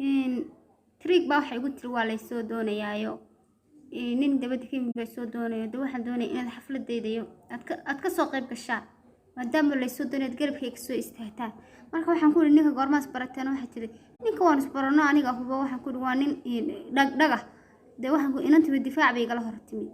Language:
Somali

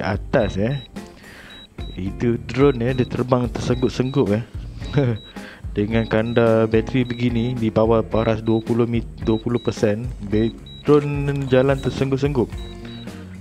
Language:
Malay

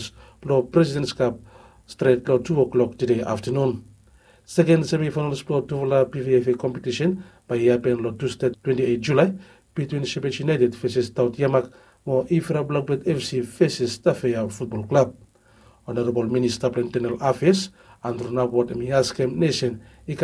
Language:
Bislama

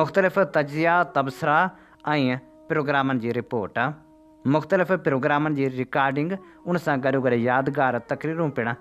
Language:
Sindhi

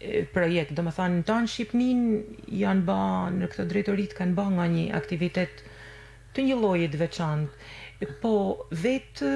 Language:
Albanian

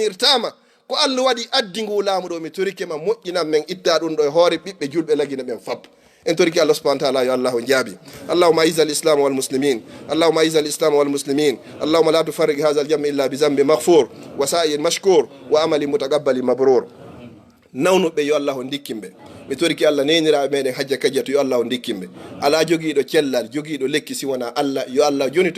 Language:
Fula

